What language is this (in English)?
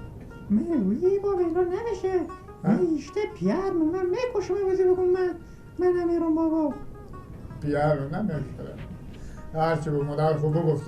Persian